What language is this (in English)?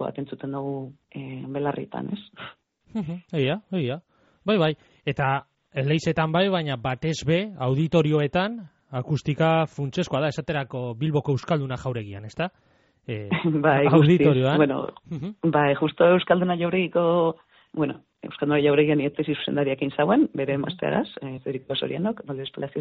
Basque